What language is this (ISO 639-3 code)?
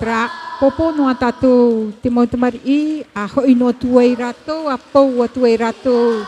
tah